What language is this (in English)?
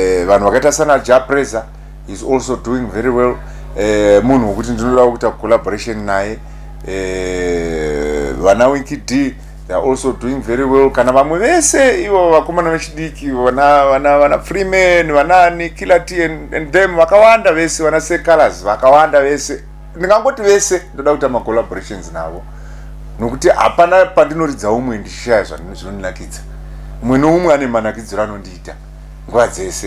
Shona